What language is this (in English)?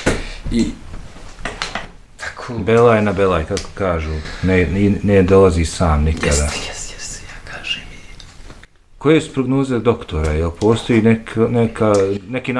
Bosnian